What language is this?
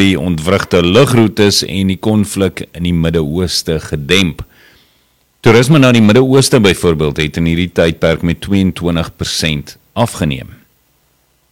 Afrikaans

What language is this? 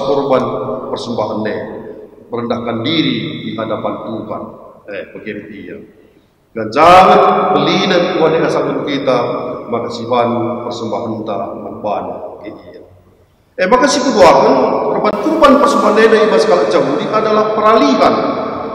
Batak Karo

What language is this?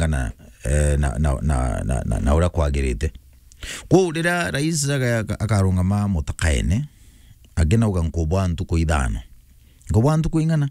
Meru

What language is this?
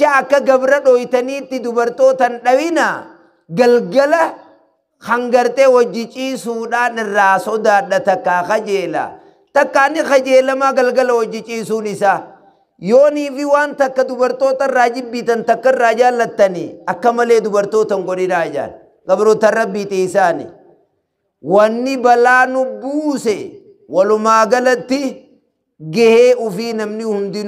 Oromo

